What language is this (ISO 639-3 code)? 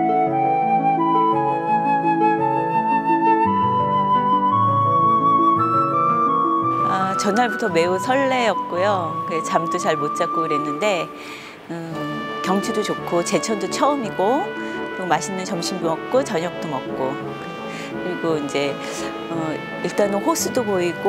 kor